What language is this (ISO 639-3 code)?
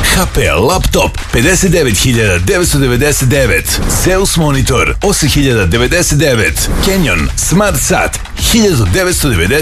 srp